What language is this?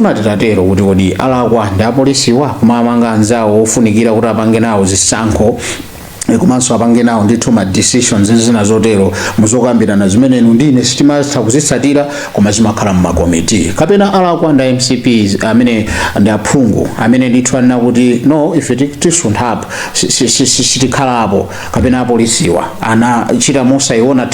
Nyanja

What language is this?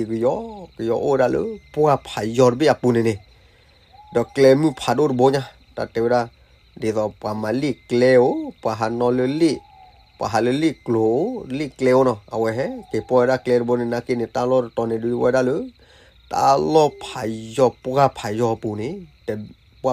S'gaw Karen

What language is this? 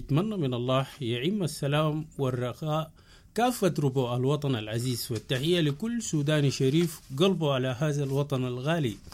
Sudanese Arabic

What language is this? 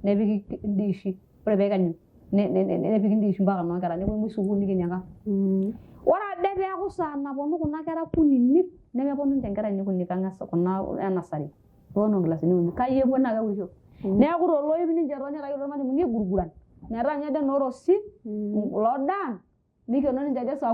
Masai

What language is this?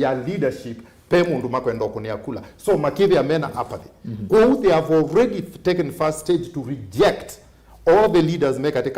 Kamba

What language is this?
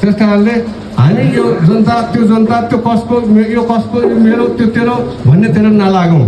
Nepali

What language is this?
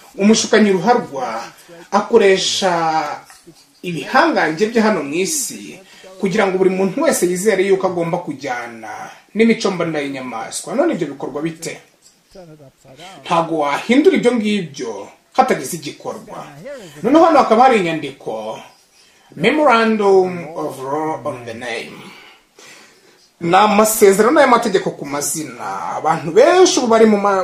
Kinyarwanda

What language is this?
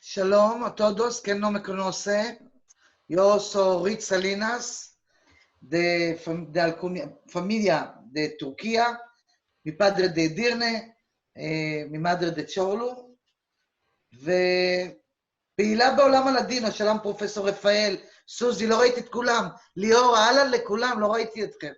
Ladino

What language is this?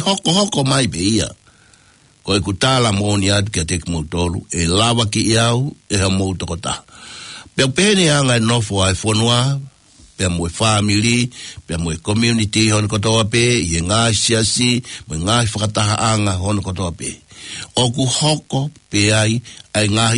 Tongan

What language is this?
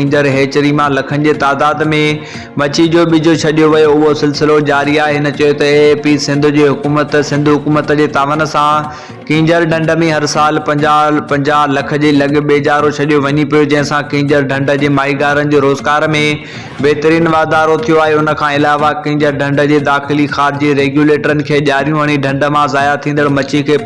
Sindhi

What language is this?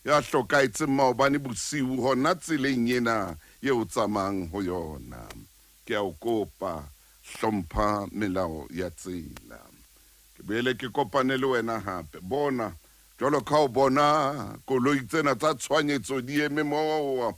Southern Sotho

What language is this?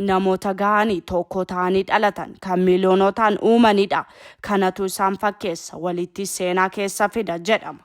Oromo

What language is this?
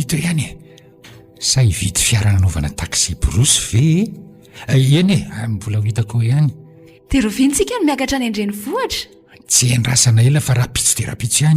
Malagasy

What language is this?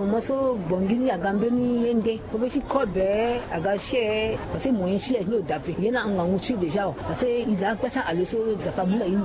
Sango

